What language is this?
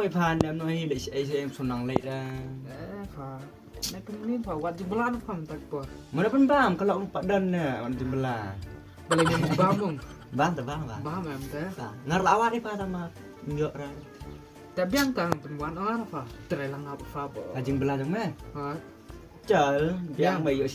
Khasi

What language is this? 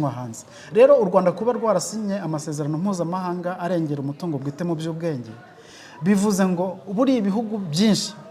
Kinyarwanda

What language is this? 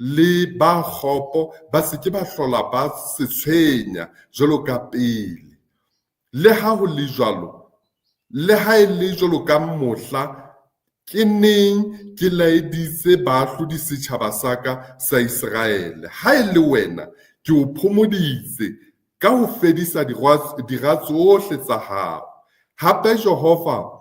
Southern Sotho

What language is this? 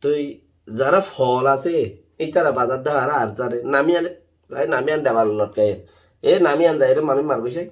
Rohingya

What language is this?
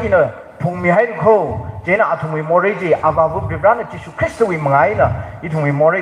Tangkhul Naga (India)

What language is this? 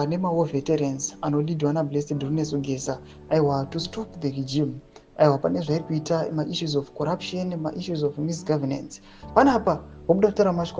Shona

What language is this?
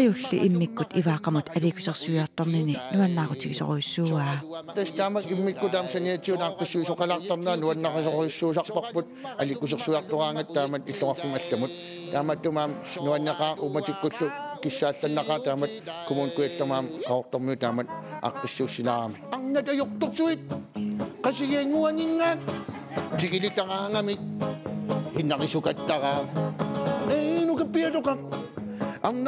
Kalaallisut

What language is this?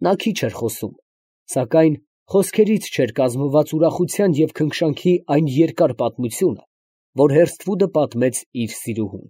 Armenian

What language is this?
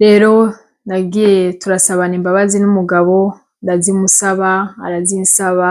Rundi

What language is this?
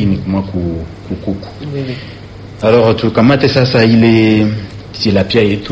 Swahili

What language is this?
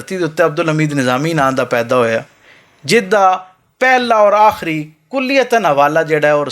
Western Panjabi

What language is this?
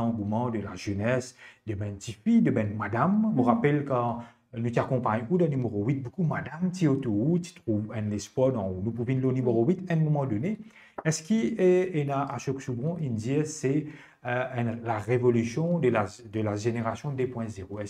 Morisyen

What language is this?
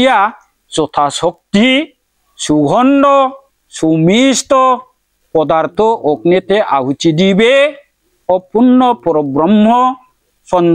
Bodo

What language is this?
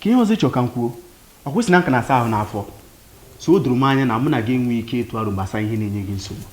Igbo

